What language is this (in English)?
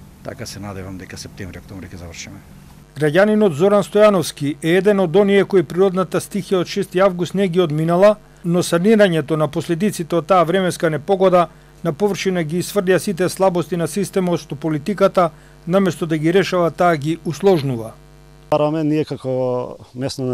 Macedonian